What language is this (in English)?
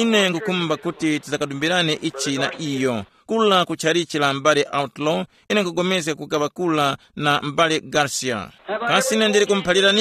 Tumbuka